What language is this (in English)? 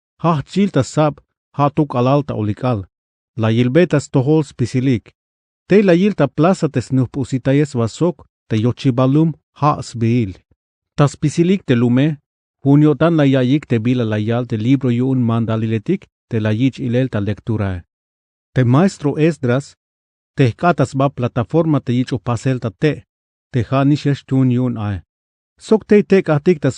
Tzeltal